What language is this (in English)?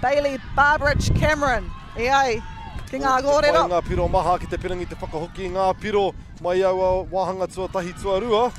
Māori